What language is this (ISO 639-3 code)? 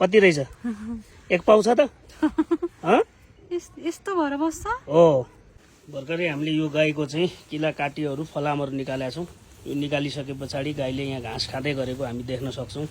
nep